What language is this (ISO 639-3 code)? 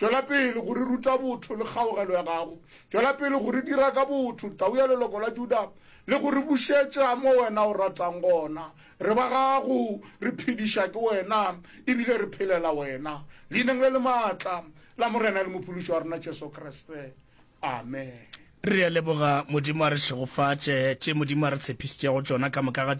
nso